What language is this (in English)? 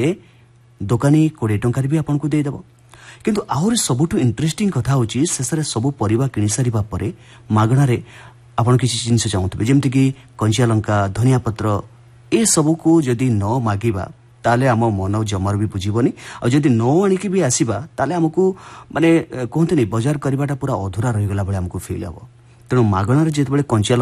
Odia